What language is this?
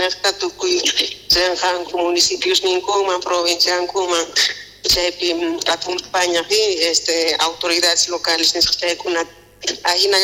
South Bolivian Quechua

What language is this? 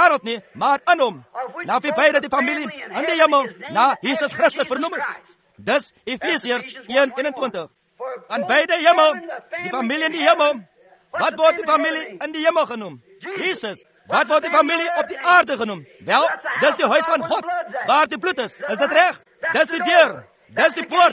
Afrikaans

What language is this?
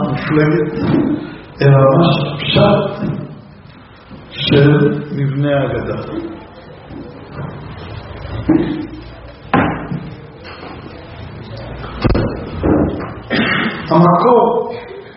Hebrew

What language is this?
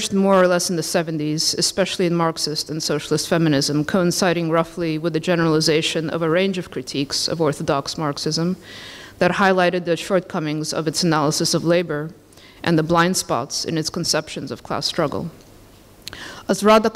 English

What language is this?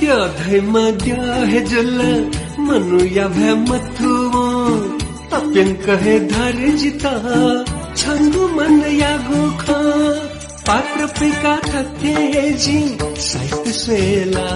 Newari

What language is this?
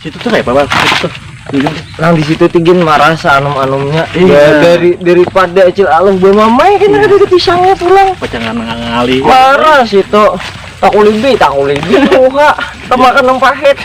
Banjar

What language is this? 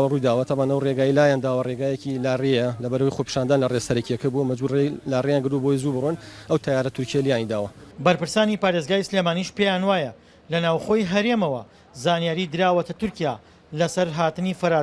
Central Kurdish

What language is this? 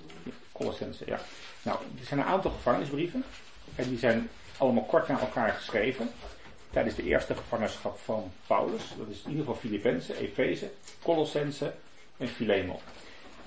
Dutch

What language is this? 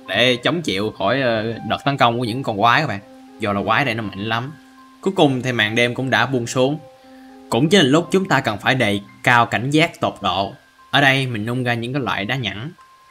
Vietnamese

